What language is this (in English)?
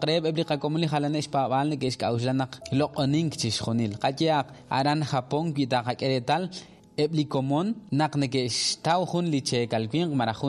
Kekchí